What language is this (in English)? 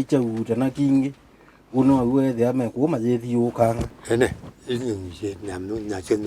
Kamba